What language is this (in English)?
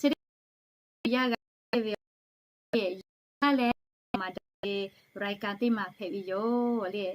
Lahu